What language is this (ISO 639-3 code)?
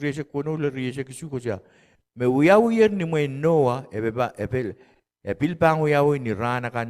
pon